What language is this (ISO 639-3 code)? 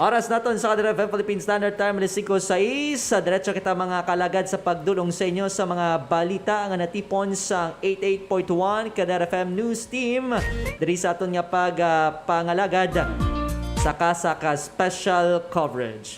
hil